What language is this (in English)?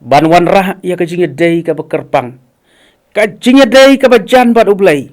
Khasi